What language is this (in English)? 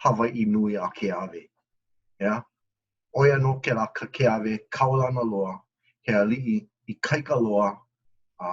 Hawaiian